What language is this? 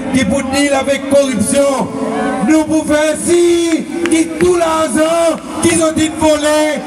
Seselwa Creole French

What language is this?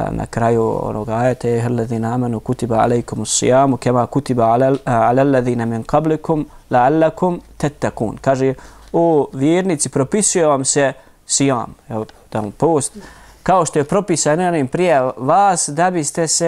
Bosnian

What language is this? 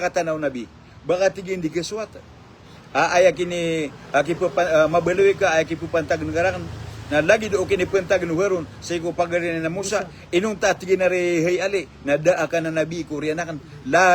Maranao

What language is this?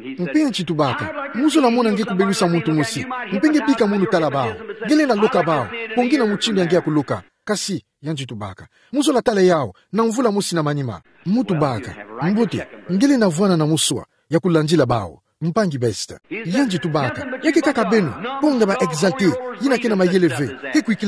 Kituba (Democratic Republic of Congo)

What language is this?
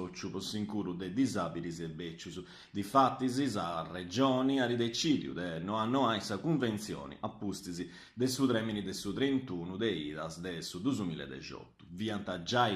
Sardinian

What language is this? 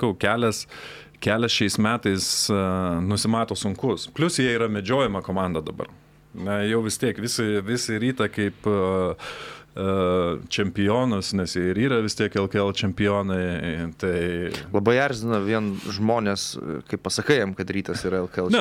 Lithuanian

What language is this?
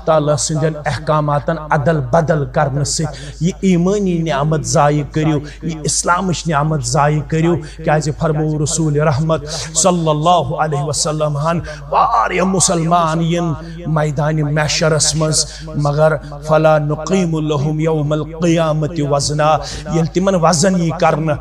Kashmiri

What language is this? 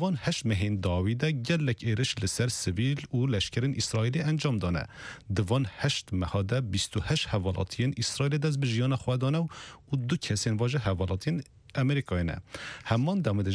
Kurdish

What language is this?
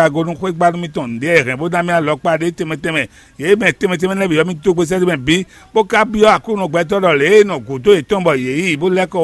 Fon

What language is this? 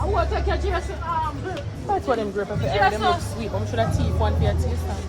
Jamaican Creole English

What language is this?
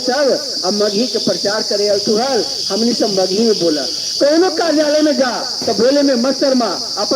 Magahi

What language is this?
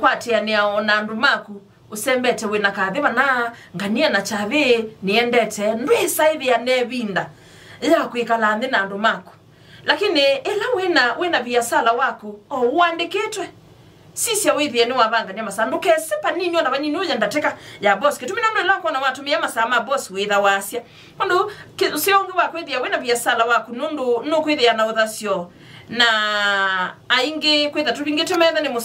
Kamba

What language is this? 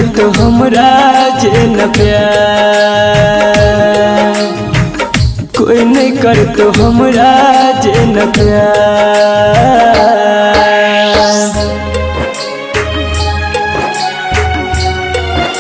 Bhojpuri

